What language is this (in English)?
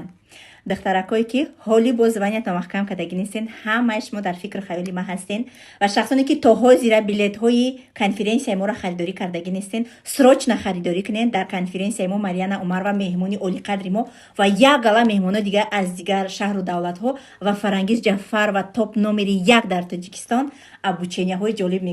Tajik